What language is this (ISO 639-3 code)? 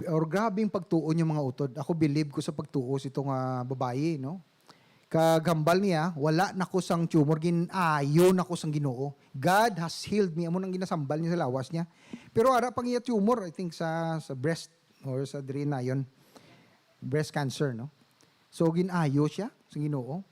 hil